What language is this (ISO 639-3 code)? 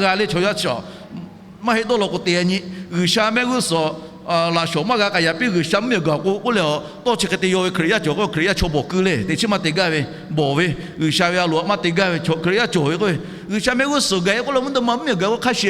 lhu